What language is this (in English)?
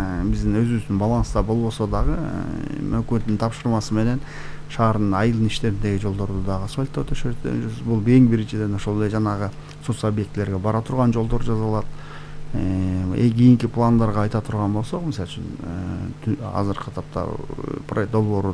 Kyrgyz